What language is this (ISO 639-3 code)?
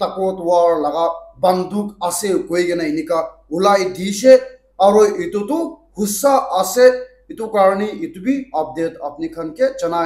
nag